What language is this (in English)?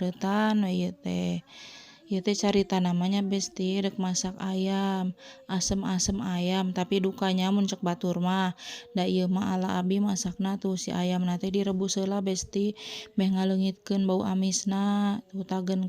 Sundanese